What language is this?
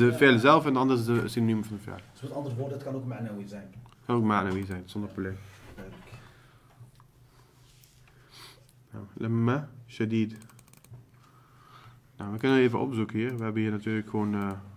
Dutch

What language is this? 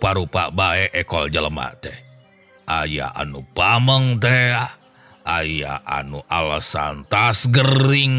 Sundanese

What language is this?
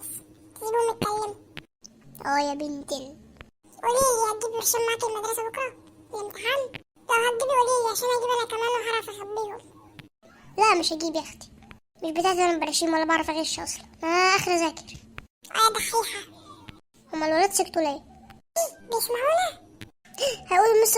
Egyptian Arabic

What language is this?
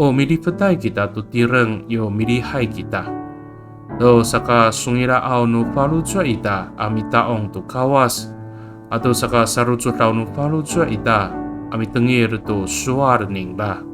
Amis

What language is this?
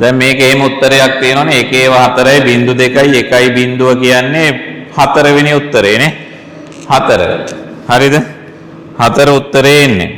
Sinhala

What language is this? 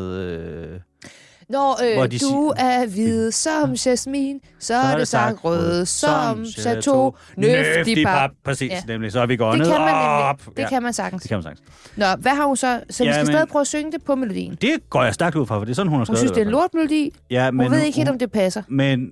Danish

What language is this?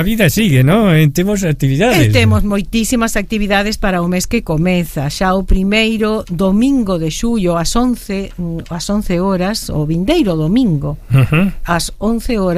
Galician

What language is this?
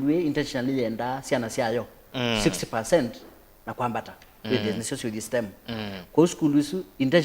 Kamba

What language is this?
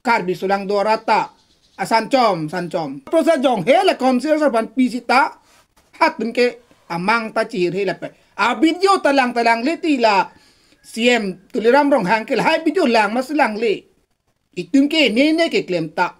Karbi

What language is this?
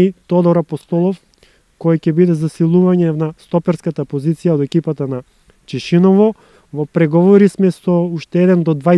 Macedonian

